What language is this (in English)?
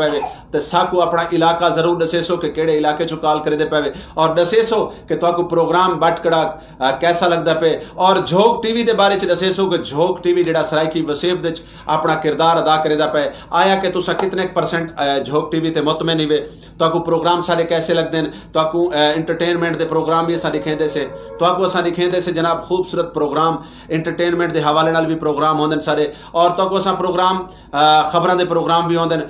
Saraiki